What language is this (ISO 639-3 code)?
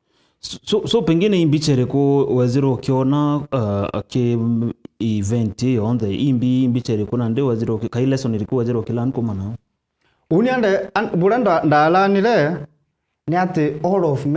mer